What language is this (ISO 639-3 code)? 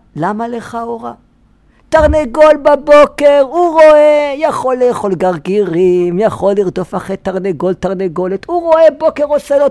heb